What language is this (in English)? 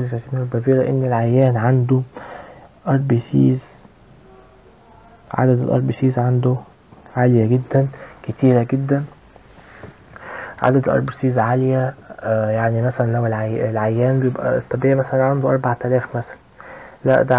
Egyptian Arabic